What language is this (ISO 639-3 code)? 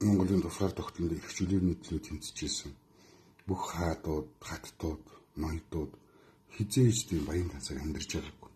mon